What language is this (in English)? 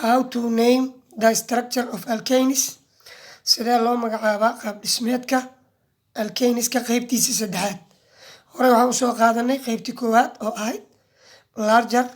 Somali